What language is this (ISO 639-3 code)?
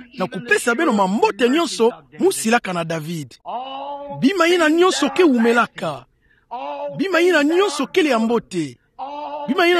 ktu